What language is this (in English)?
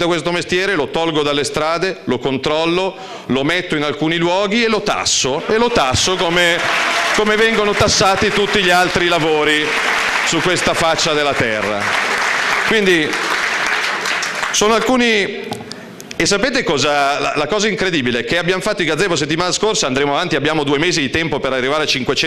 Italian